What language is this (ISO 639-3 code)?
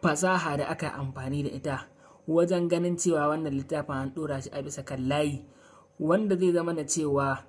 hau